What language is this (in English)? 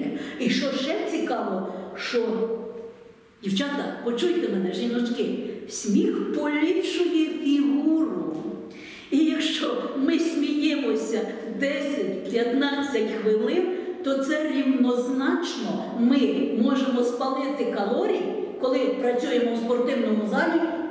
Ukrainian